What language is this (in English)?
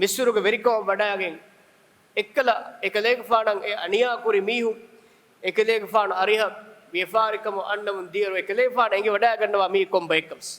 Divehi